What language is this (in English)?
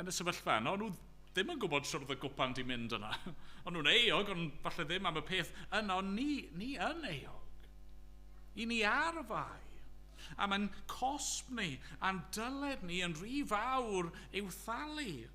Welsh